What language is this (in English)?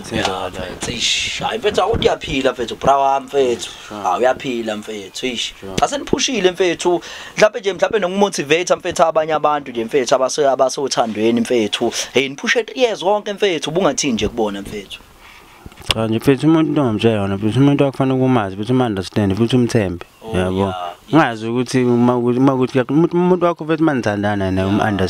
Zulu